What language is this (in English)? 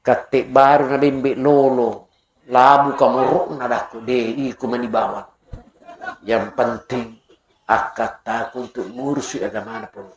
Buginese